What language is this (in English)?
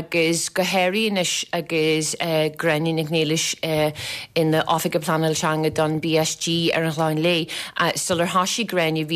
Irish